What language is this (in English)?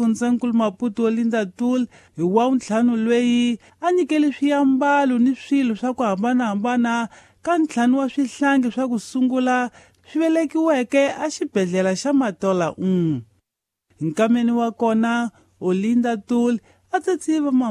Tsonga